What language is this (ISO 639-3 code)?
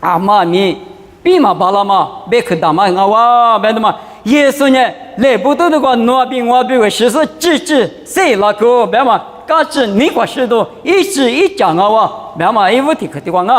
lis